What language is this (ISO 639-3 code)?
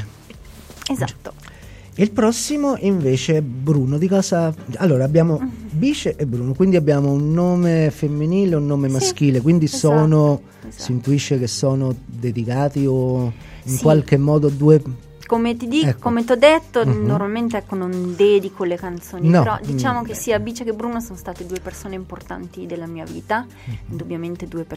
ita